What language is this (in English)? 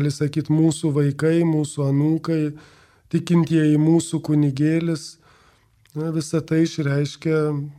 Lithuanian